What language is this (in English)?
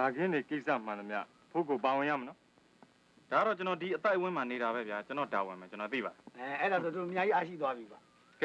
Burmese